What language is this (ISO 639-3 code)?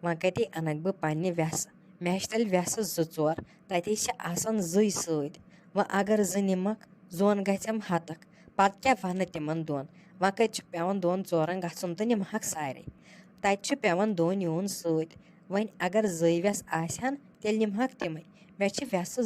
kas